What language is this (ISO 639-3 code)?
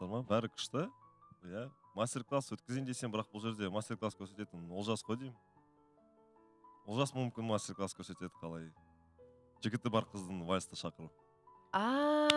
kaz